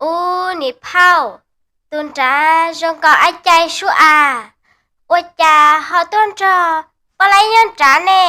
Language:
Hmong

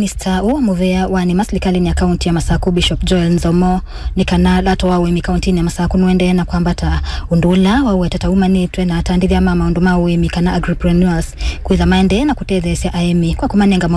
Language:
Kamba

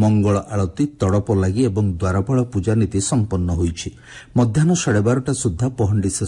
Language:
Odia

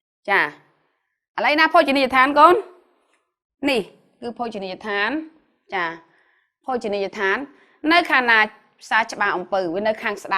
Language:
Khmer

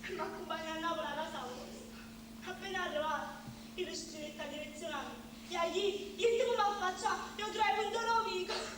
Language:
Neapolitan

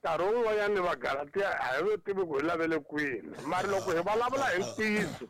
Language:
Tsonga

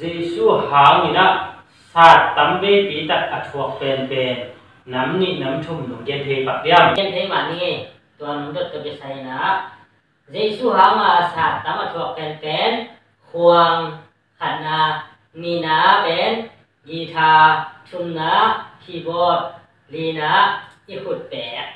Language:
Tedim Chin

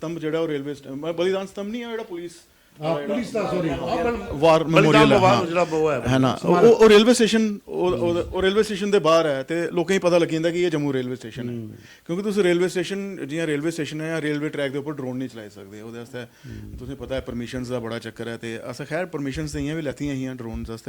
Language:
Dogri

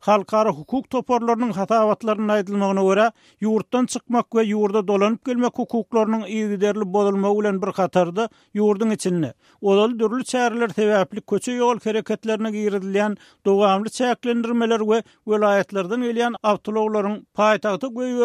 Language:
Turkmen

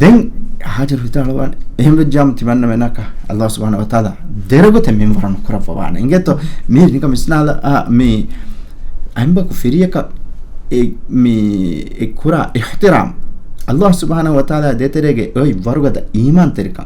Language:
Divehi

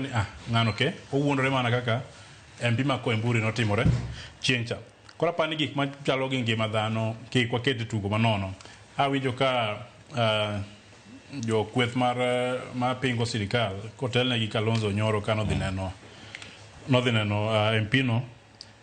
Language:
Luo (Kenya and Tanzania)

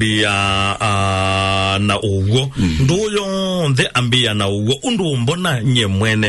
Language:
Kamba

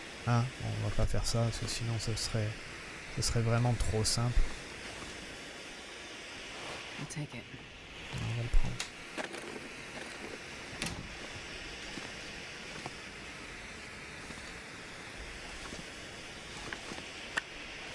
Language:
French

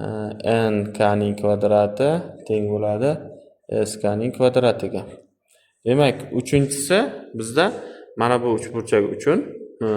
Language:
Uzbek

